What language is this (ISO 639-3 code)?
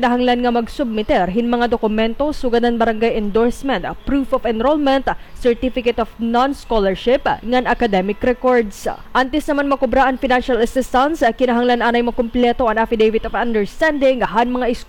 war